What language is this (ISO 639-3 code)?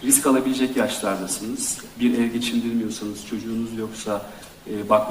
tur